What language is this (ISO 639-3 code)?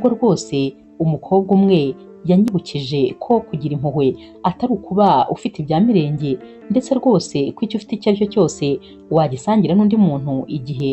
kin